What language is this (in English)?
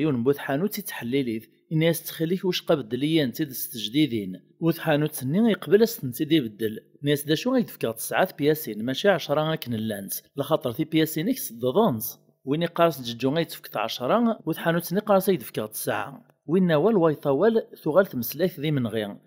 Kabyle